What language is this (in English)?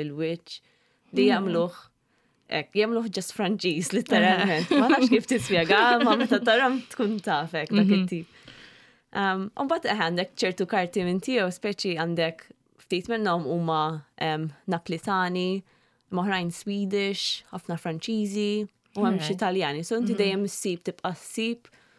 Maltese